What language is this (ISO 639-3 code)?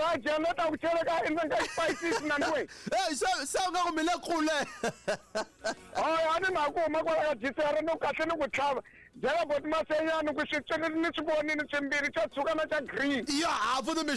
tso